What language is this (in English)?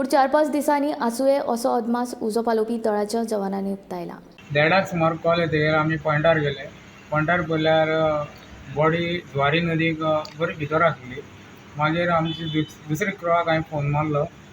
Konkani